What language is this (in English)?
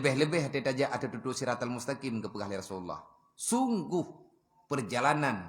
Achinese